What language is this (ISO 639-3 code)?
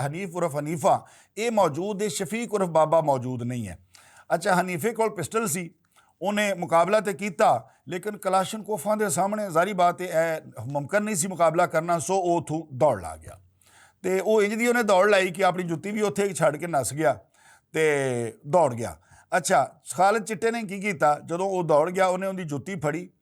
lah